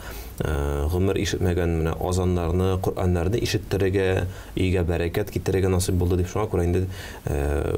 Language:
Tatar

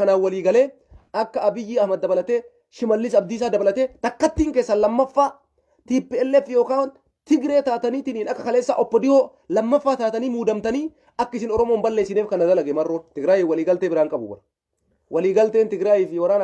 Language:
Oromo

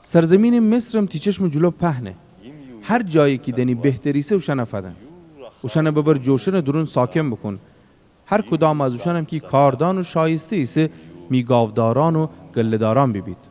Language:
Gilaki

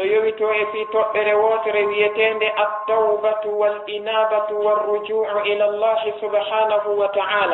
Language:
Fula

